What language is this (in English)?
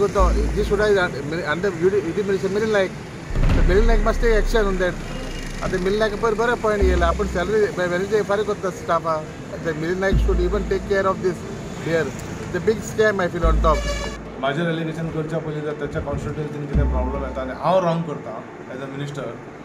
Konkani